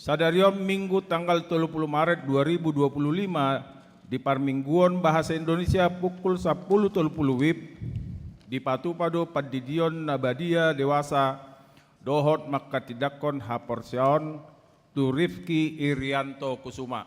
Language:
Batak Toba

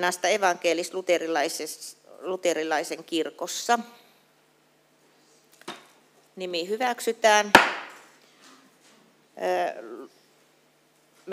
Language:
Finnish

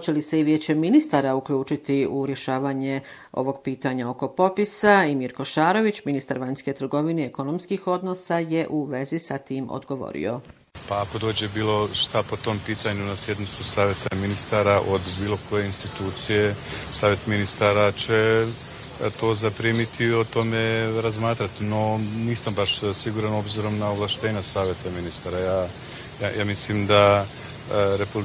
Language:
Bosnian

